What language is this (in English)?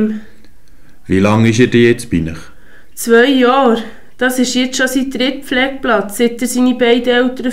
Swiss German